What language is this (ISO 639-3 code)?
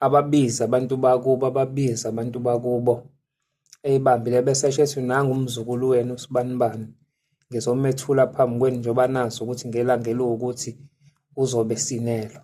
zul